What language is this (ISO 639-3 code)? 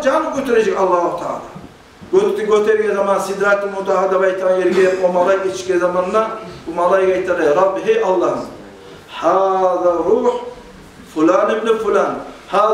kum